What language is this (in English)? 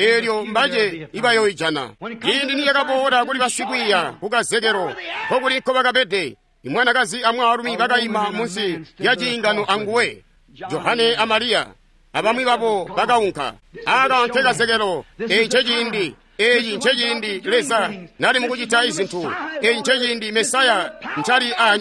Tonga (Zambia)